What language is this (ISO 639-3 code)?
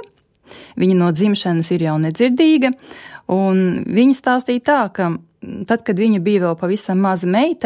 lav